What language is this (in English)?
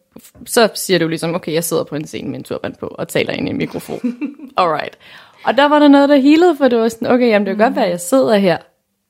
Danish